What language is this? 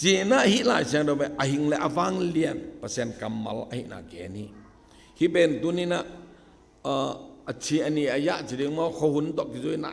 Tedim Chin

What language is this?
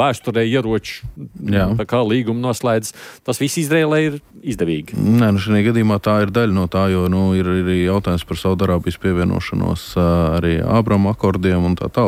Latvian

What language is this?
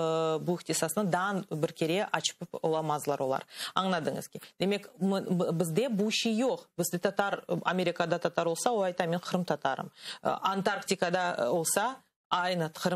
Crimean Tatar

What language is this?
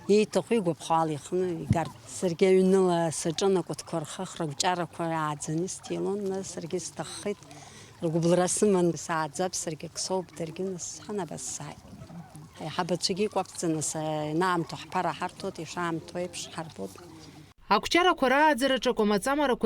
Abkhazian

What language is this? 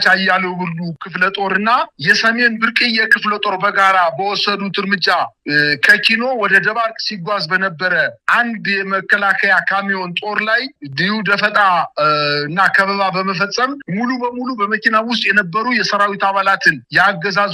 Amharic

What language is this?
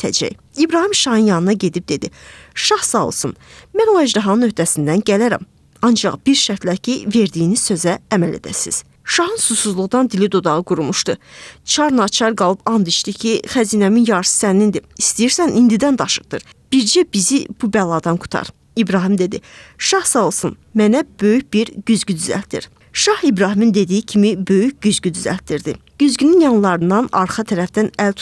Azerbaijani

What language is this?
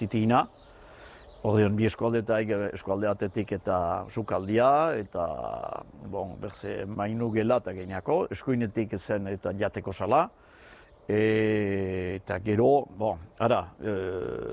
Basque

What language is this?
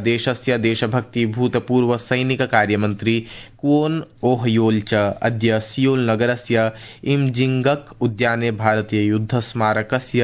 Sanskrit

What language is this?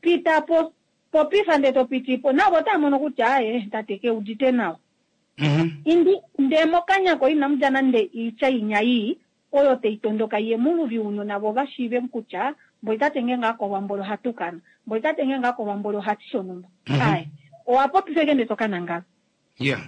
Kuanyama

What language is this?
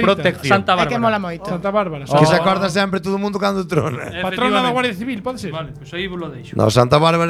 Galician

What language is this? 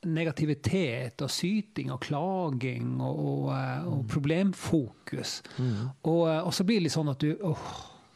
Norwegian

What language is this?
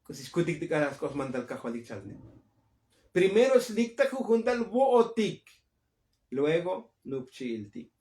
Tzotzil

